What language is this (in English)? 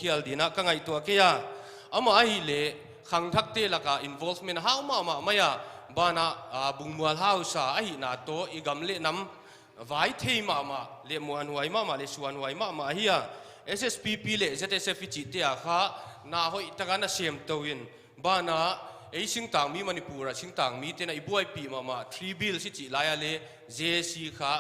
Paite Chin